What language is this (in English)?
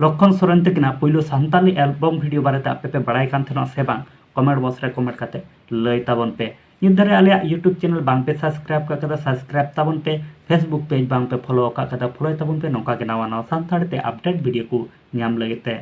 Santali